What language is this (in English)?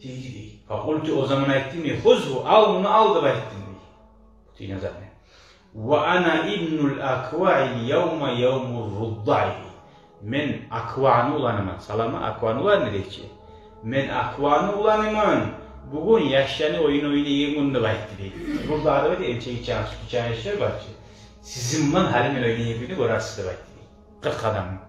Kumyk